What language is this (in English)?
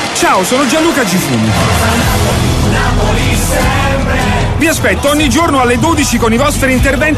Italian